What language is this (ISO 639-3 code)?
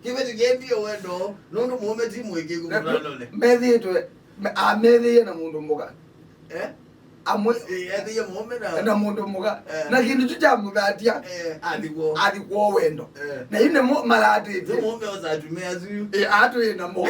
kam